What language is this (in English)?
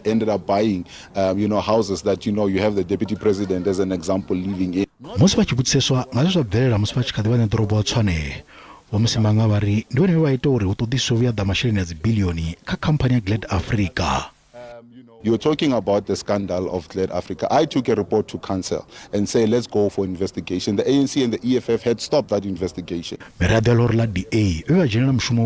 Venda